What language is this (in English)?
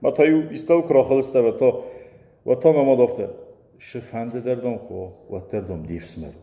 Ossetic